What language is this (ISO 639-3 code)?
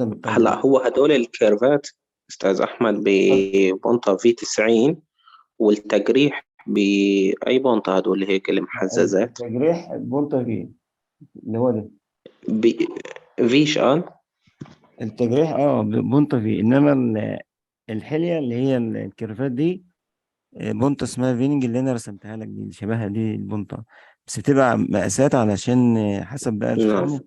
arz